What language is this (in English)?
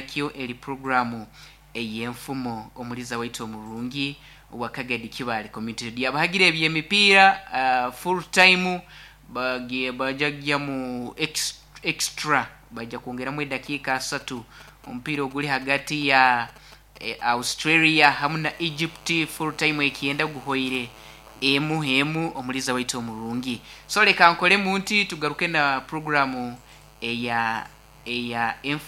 Nyankole